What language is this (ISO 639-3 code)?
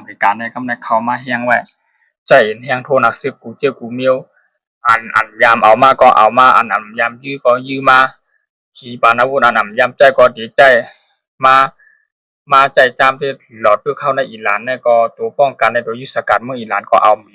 shn